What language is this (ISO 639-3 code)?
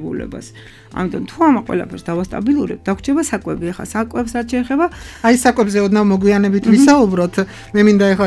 kat